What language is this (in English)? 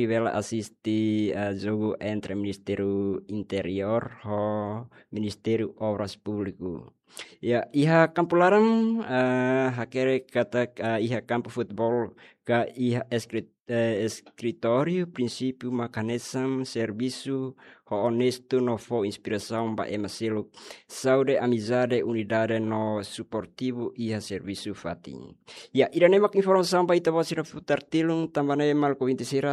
Tetum